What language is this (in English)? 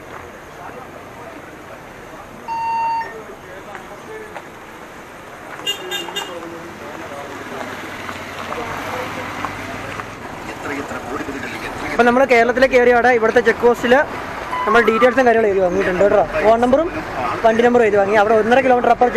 Malayalam